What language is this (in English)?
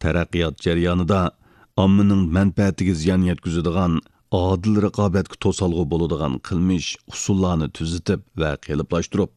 Uyghur